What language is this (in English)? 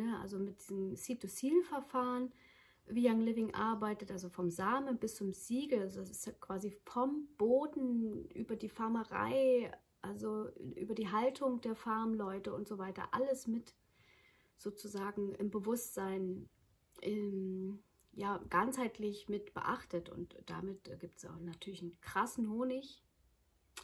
German